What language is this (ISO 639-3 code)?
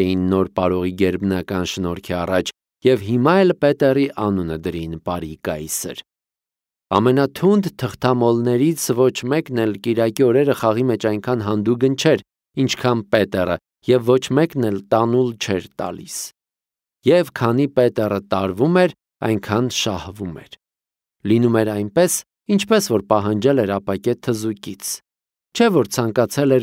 hye